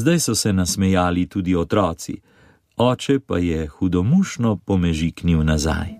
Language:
Slovenian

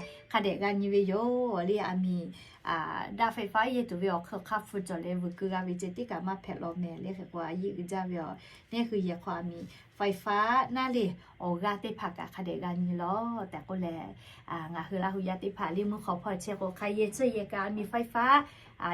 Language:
Lahu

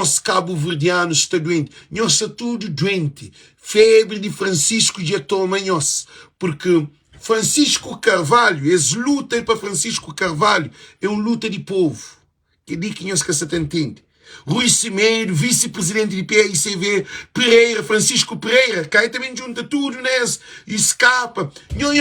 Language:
Kabuverdianu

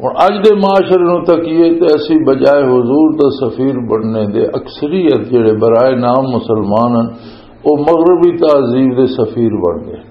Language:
Western Panjabi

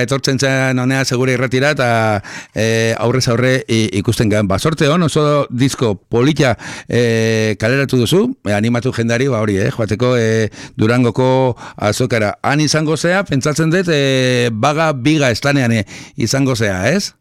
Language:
Basque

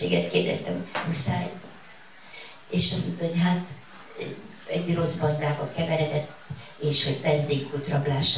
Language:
Hungarian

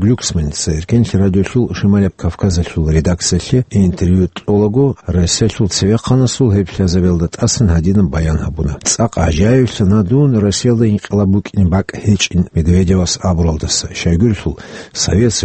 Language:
Avaric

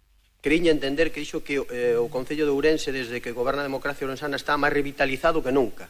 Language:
Galician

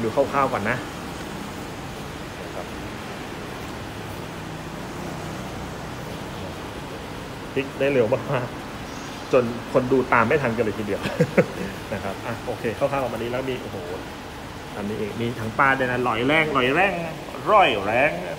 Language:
Thai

